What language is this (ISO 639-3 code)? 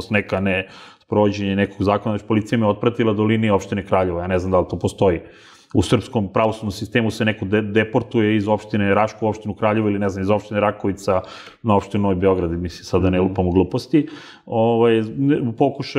srp